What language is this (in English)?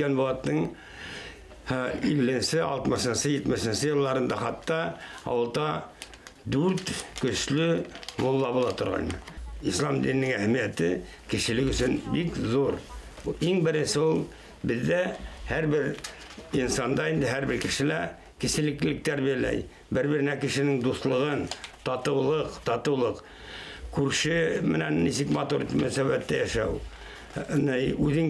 Bashkir